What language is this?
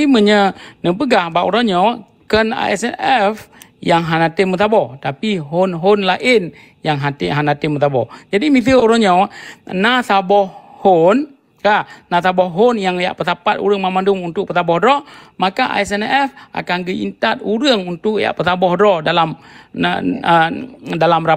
Achinese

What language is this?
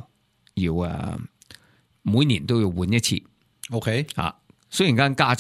Cantonese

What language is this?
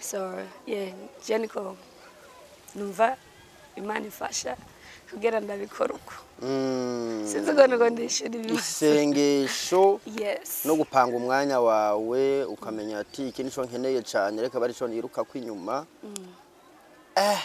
Rundi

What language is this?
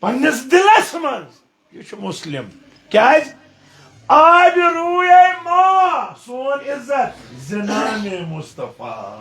Kashmiri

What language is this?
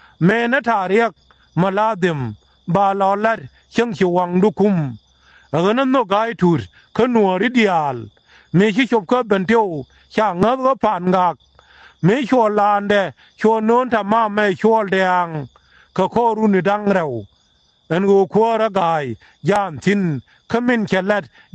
Nuer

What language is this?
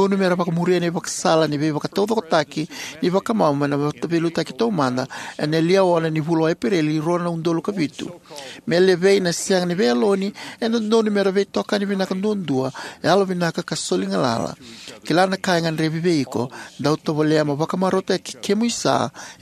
Fijian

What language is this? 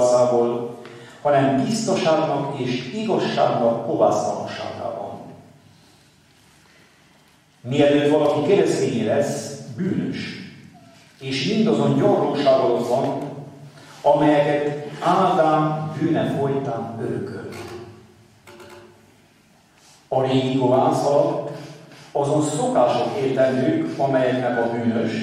Hungarian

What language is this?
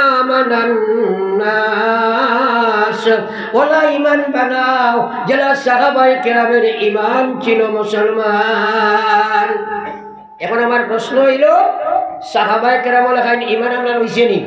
Sylheti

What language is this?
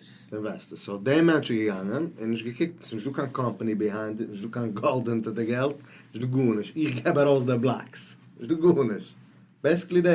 Yiddish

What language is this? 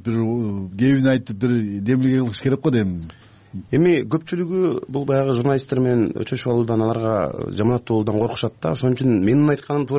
Kyrgyz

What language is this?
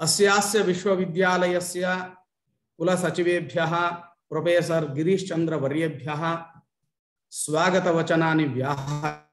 Sanskrit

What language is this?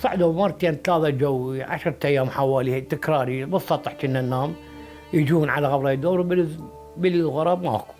Mesopotamian Arabic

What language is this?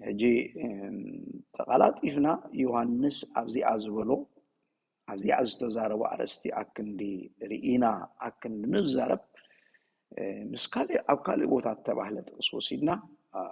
Tigrinya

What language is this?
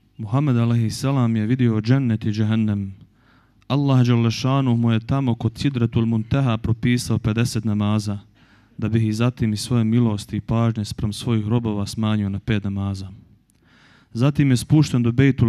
Bosnian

